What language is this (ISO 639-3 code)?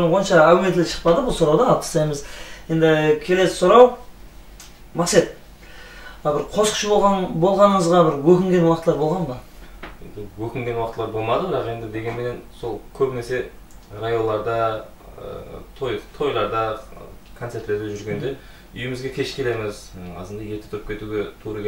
kaa